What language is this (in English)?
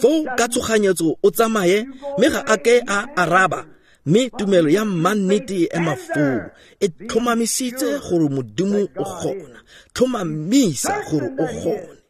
Tswana